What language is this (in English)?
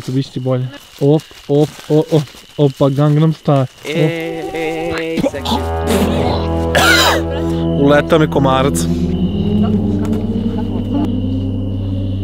Croatian